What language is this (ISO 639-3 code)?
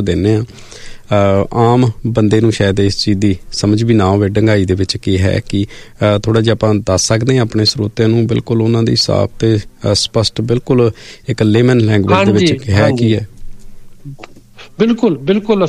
pan